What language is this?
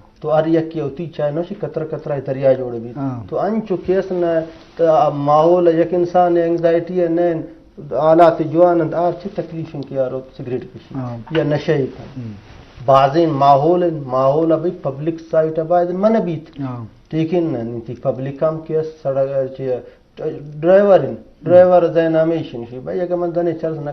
Eastern Balochi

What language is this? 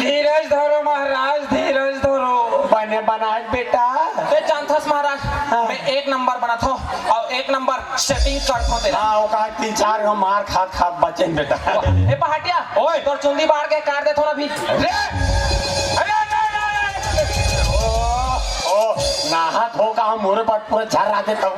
Chhattisgarhi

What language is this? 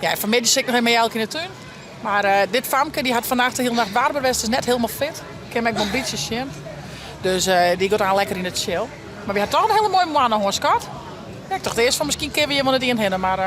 Western Frisian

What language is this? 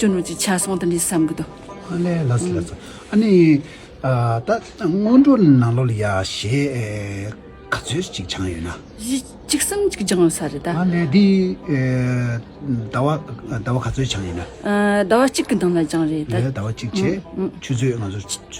Tibetan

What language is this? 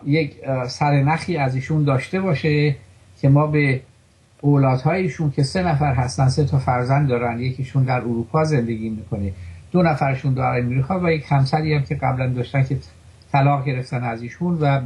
Persian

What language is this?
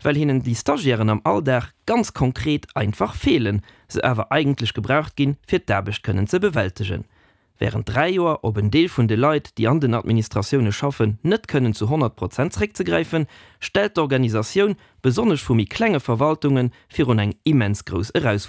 Luxembourgish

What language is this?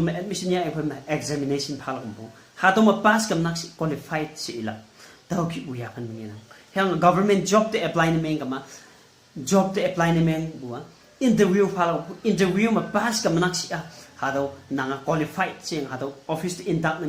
Konyak Naga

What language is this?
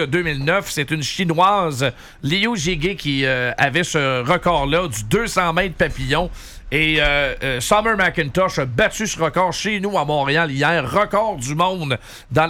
French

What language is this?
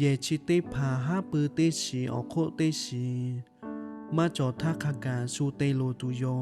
Lahu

